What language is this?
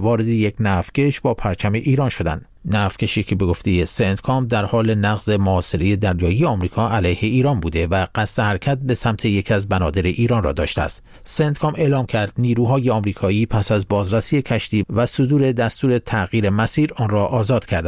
Persian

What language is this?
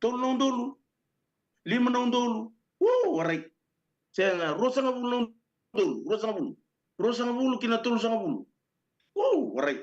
Fijian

